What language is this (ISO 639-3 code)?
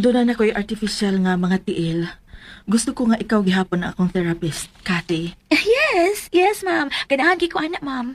ceb